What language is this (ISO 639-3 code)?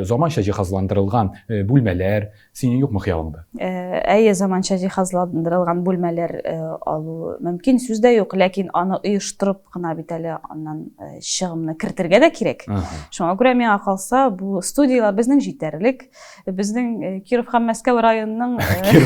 tat